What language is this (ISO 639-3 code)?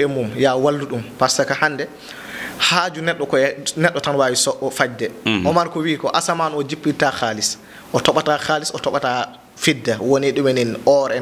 ful